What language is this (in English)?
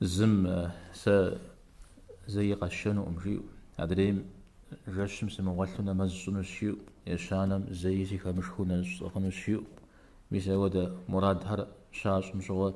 Kabardian